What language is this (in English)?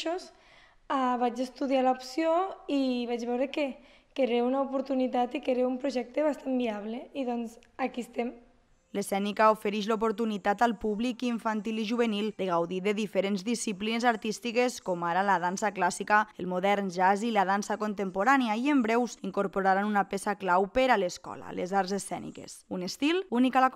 Catalan